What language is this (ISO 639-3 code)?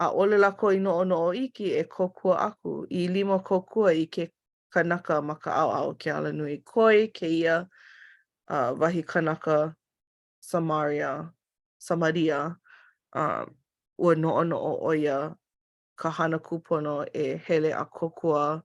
haw